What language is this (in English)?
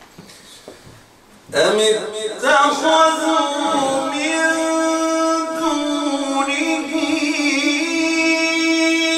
Arabic